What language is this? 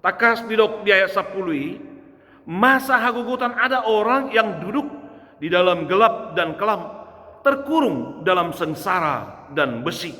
Batak Toba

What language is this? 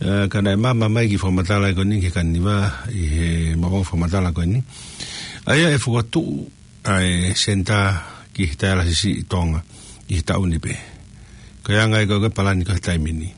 Tongan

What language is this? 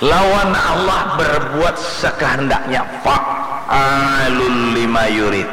Banjar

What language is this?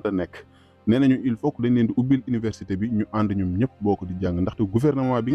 Wolof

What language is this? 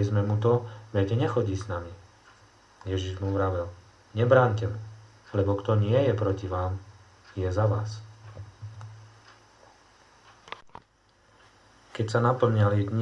Slovak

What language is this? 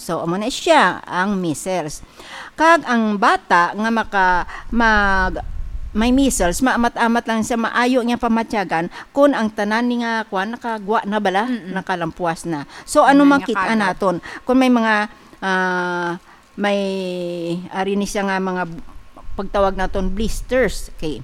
Hiligaynon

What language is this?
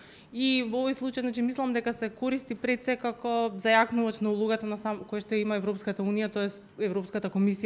Macedonian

